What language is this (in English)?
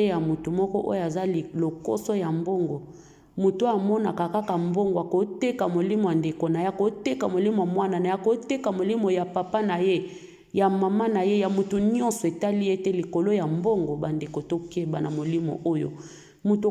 Lingala